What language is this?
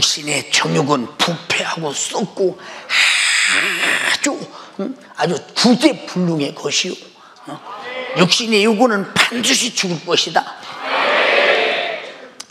Korean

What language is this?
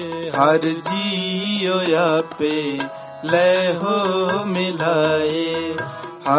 Punjabi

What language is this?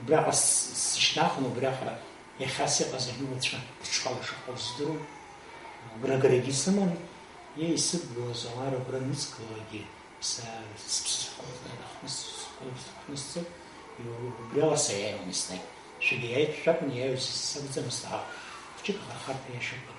Abkhazian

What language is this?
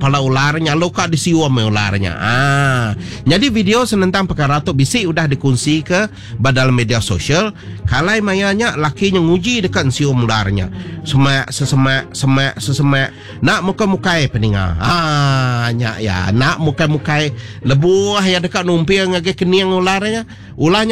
Iban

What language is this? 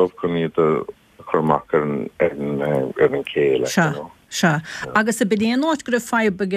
Irish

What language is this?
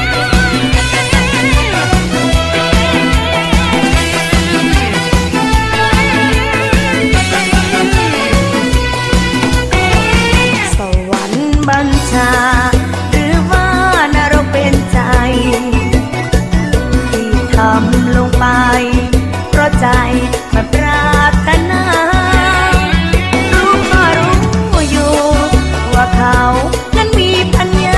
Thai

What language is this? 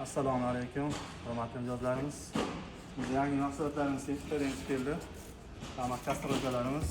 Uzbek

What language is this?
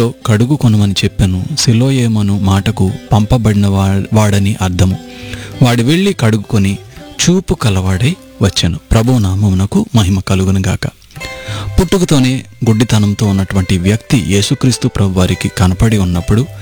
Telugu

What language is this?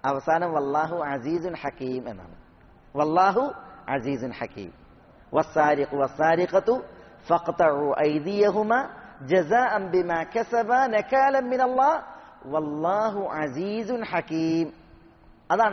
Malayalam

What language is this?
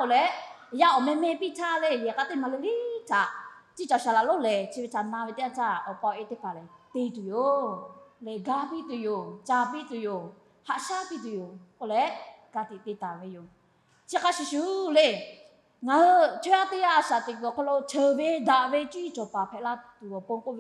Lahu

